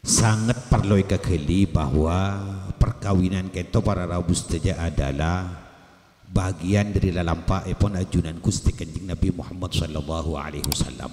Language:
Madurese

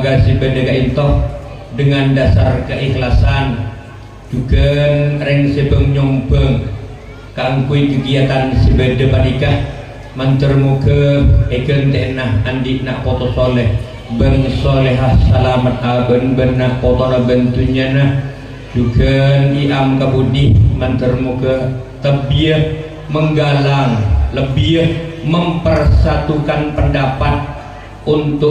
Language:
Madurese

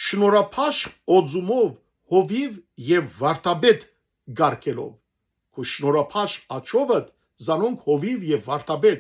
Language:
Western Armenian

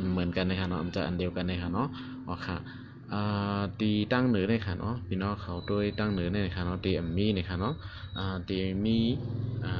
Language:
Shan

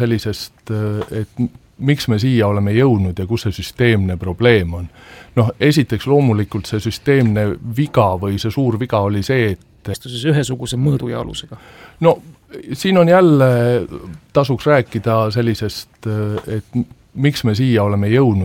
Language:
Estonian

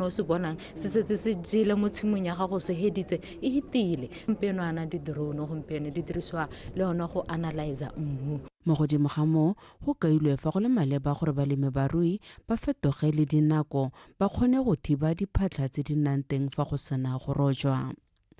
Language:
Tswana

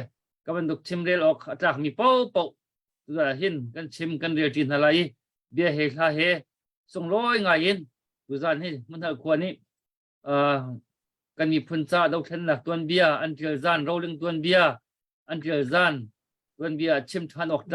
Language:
Hakha Chin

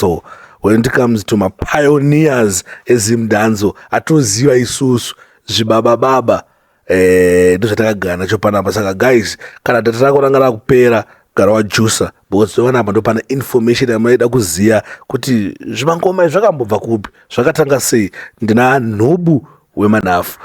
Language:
Shona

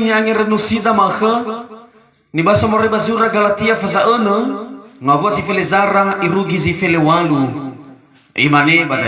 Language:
Nias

